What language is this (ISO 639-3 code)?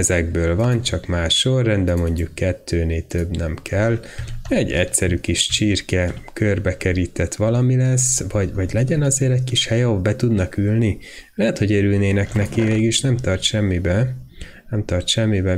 hun